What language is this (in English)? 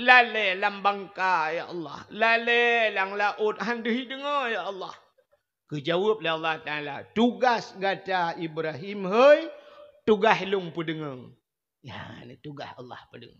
Achinese